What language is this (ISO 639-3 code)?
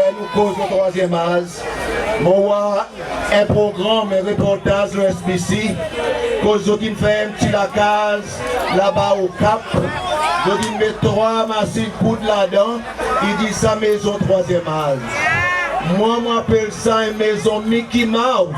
crs